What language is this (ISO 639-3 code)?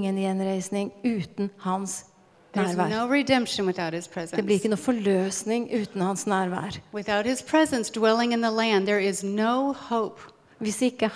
nor